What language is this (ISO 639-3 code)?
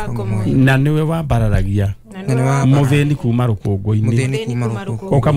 kik